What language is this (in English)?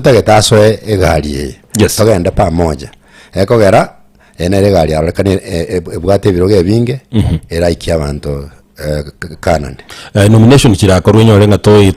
Gusii